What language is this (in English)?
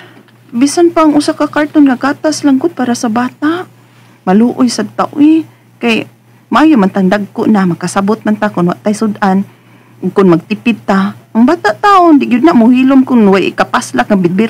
Cebuano